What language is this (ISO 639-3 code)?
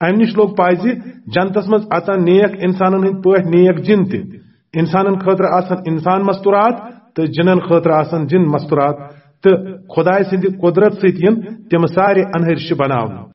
kas